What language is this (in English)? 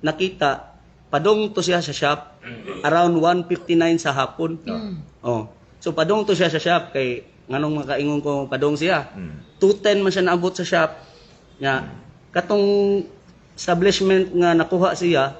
Cebuano